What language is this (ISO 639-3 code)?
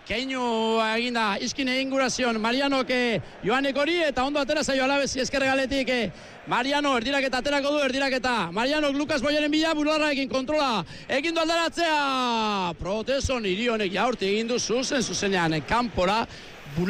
eus